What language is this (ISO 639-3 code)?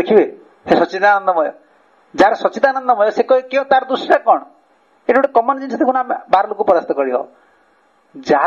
ori